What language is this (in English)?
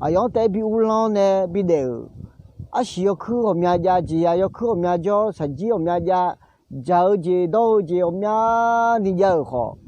Akha